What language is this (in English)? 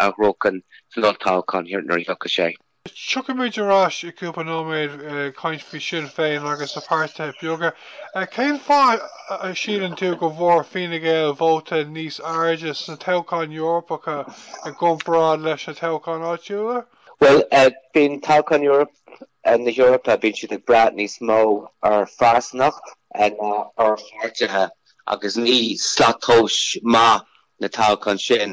Irish